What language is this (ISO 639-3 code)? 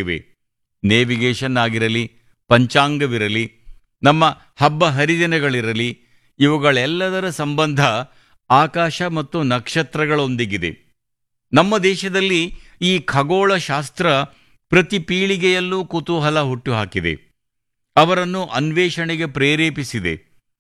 kan